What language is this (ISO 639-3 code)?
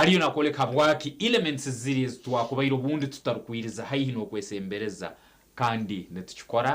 nyn